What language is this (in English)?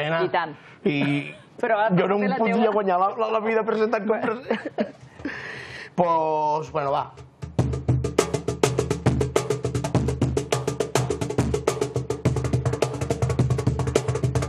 Catalan